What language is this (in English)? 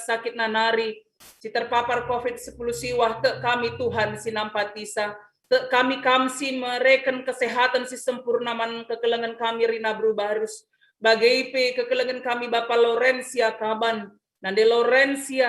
Batak Karo